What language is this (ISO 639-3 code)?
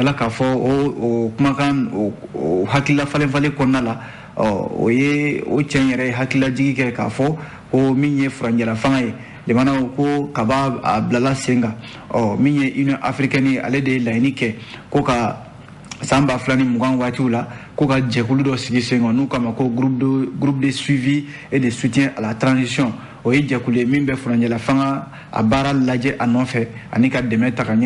bam